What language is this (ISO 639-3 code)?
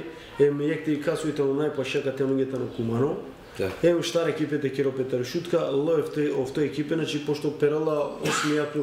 mkd